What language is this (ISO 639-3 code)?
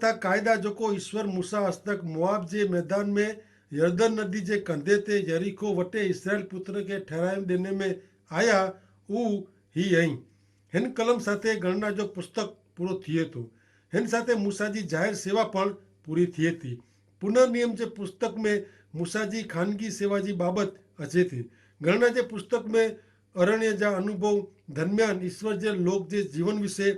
kfr